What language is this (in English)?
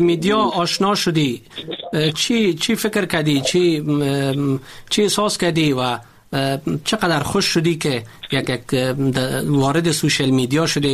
Persian